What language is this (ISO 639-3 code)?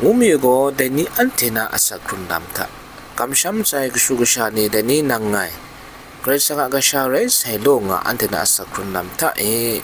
kac